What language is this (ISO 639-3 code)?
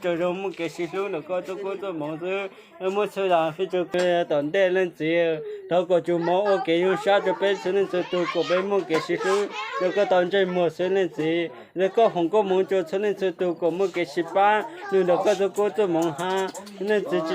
hmn